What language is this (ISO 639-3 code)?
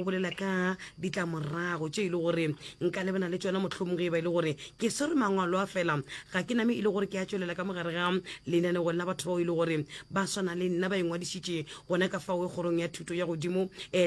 nso